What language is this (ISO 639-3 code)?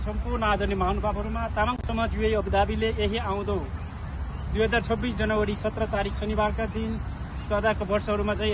nep